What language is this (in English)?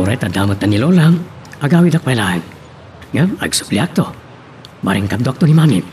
Iloko